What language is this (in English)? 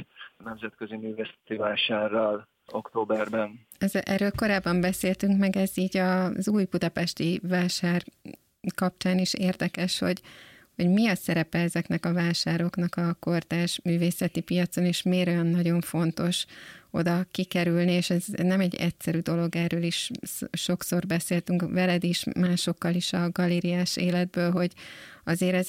Hungarian